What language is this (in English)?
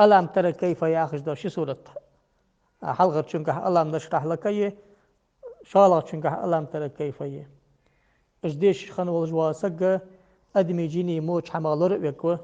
Ingush